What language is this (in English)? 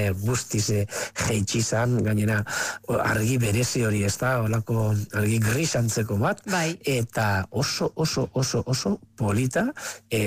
Basque